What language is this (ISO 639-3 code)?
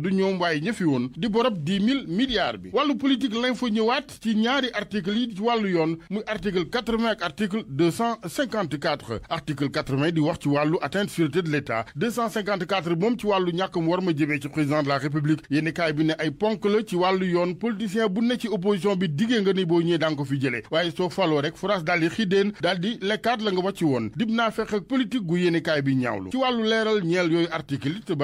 wol